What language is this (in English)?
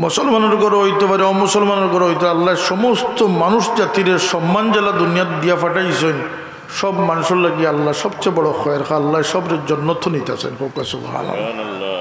Sylheti